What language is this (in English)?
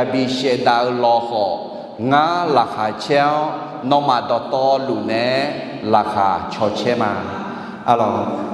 Akha